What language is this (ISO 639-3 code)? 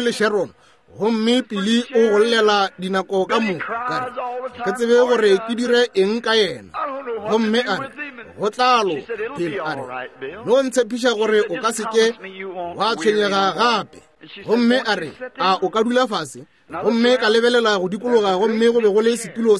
nso